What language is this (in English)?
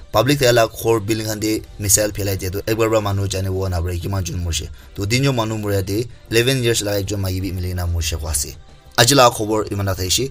Naga Pidgin